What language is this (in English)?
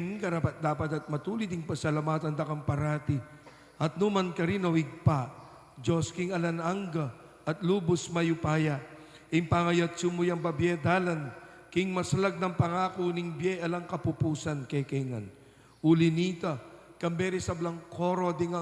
Pampanga